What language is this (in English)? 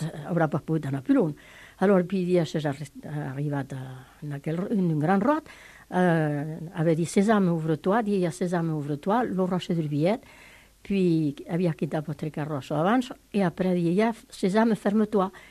Italian